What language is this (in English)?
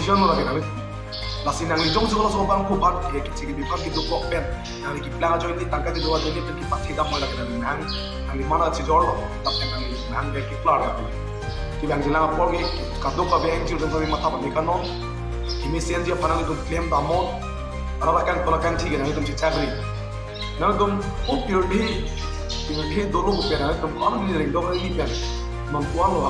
Karbi